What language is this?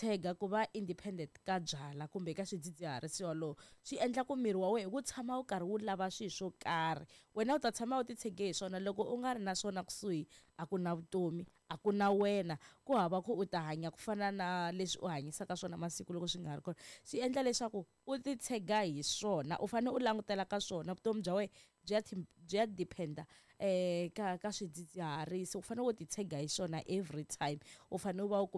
Tsonga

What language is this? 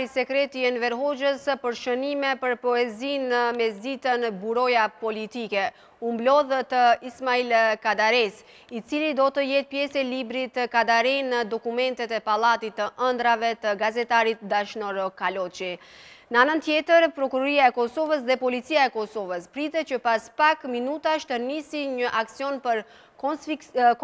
Albanian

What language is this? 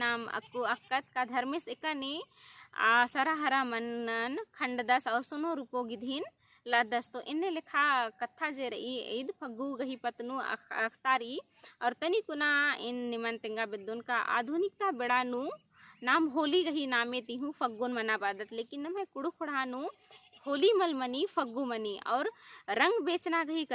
Kurukh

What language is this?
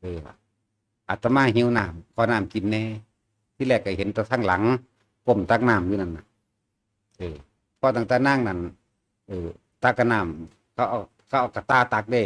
Northeastern Thai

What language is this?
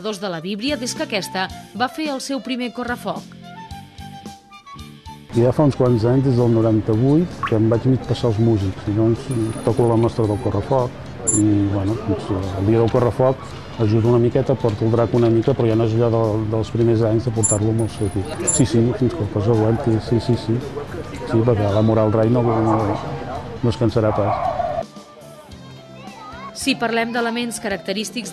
Catalan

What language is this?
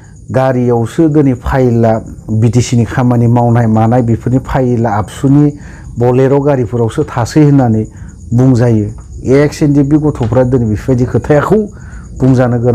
Bodo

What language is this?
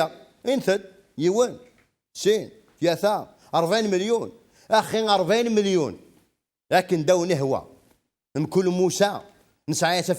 Kabyle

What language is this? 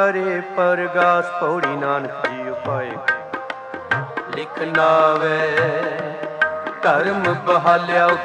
Punjabi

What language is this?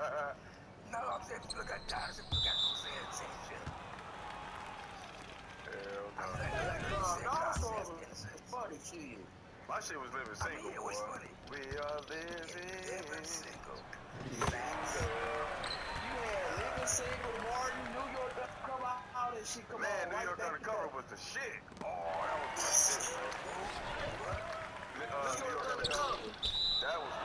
English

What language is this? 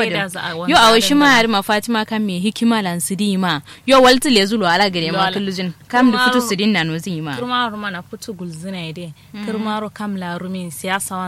Kanuri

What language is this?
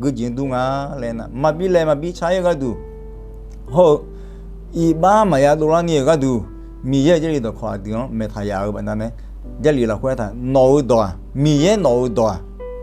Akha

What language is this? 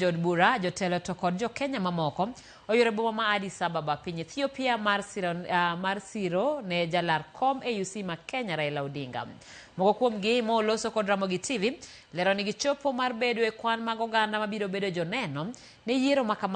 Luo (Kenya and Tanzania)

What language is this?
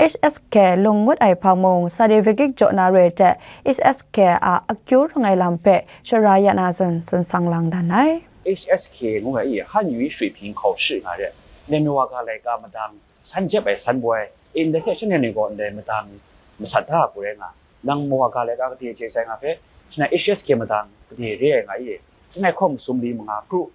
Kachin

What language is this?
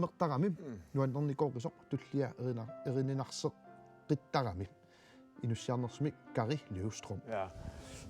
Kalaallisut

